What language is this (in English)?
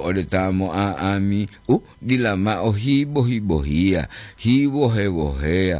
Gorontalo